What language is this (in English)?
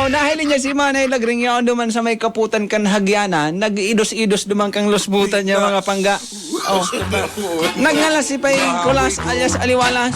Bikol